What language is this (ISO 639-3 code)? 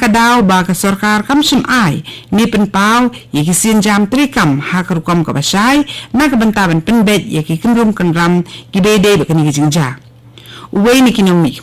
kha